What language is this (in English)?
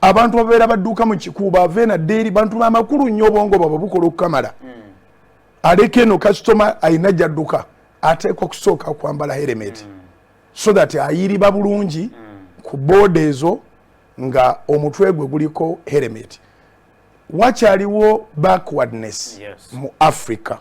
Ganda